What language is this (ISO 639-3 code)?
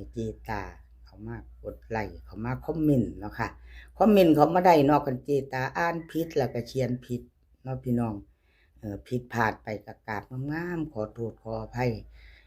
tts